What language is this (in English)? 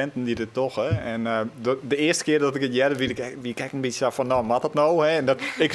Western Frisian